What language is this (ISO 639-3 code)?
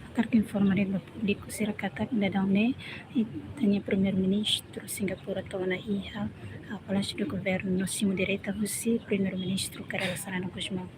tet